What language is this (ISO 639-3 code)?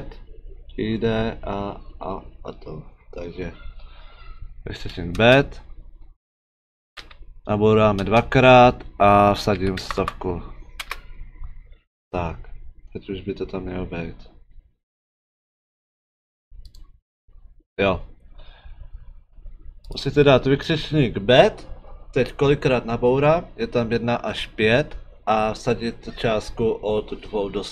ces